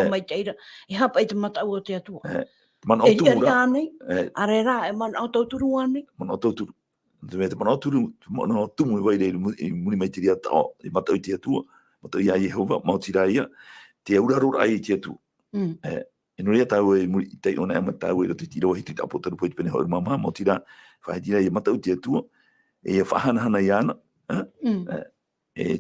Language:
Tahitian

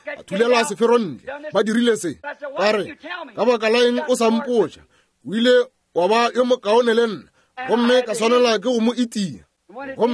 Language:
Northern Sotho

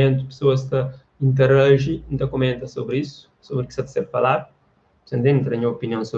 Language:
Kabuverdianu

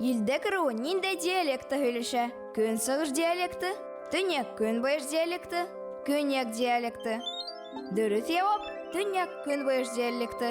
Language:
Bashkir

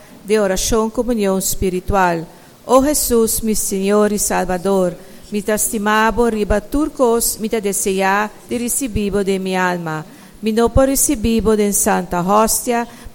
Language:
Papiamento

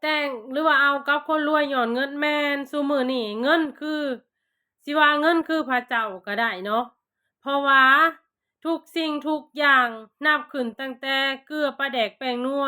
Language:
Lao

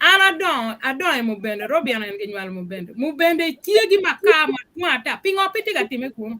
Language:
Acoli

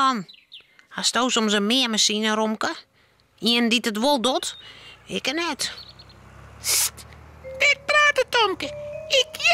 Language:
Western Frisian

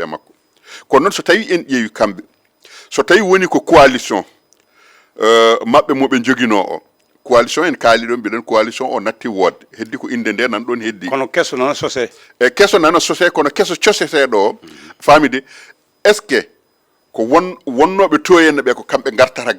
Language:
Fula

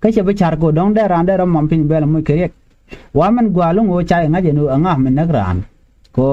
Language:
Nuer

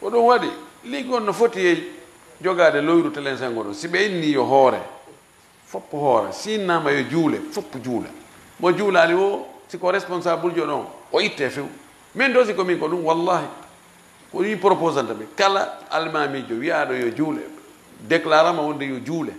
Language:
Fula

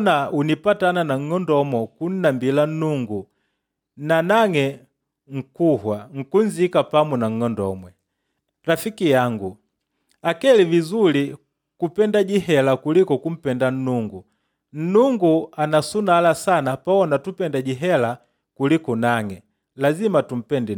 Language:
Makonde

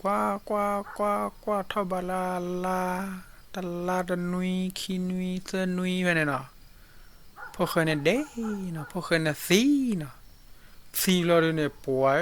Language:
S'gaw Karen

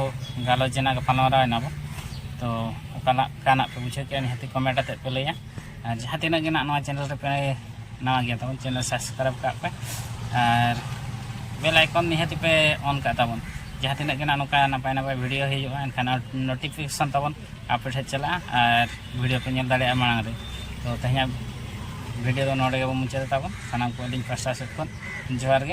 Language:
Santali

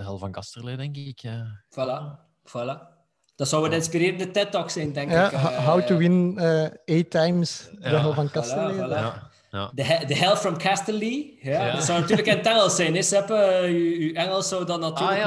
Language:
Dutch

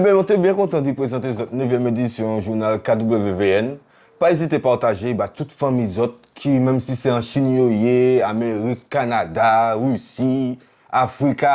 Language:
Guadeloupean Creole French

